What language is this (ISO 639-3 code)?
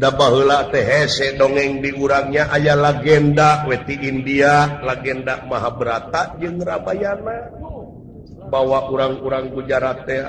sun